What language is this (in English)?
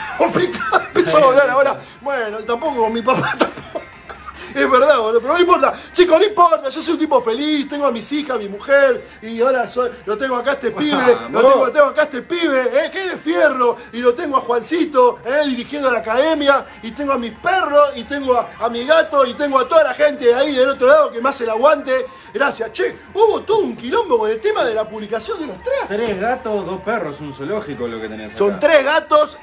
Spanish